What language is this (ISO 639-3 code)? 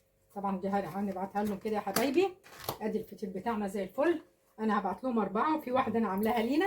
arz